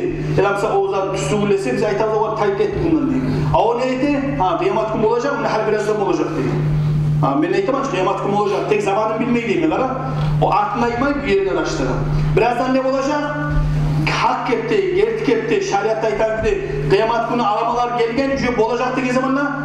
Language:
Kumyk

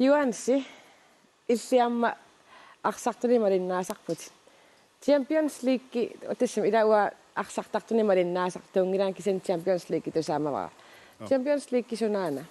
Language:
Kalaallisut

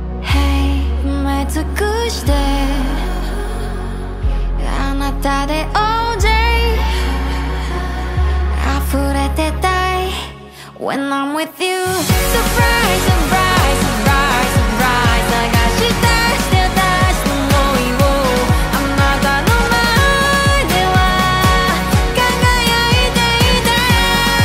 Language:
Japanese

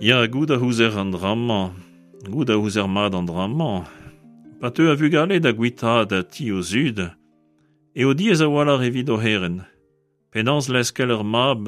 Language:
Breton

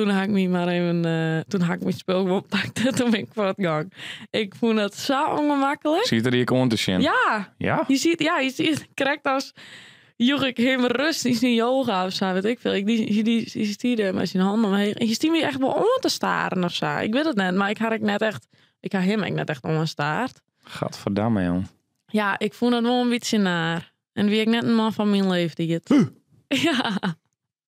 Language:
Western Frisian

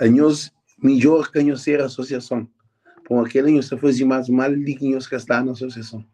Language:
Kabuverdianu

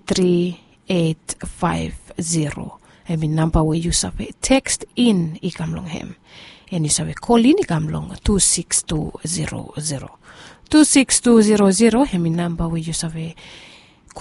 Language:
Bislama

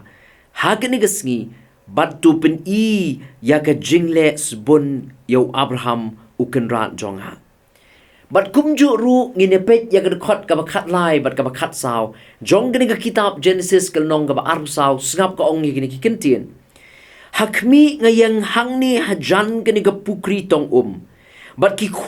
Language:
Khasi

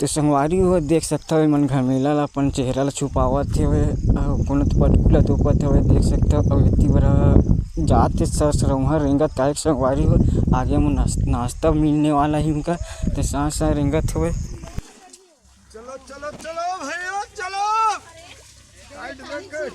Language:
Chhattisgarhi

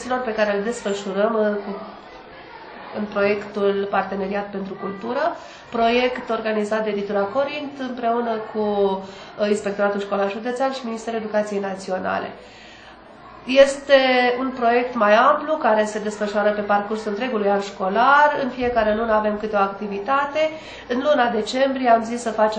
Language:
Romanian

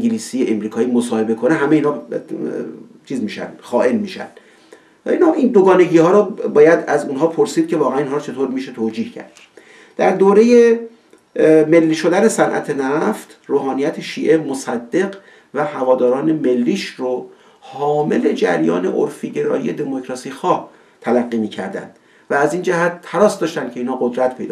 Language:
Persian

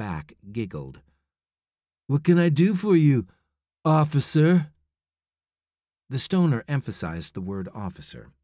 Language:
English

